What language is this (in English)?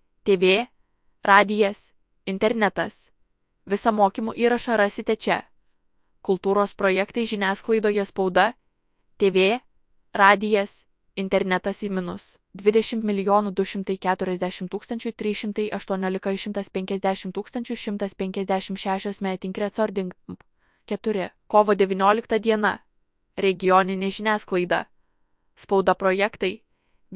Lithuanian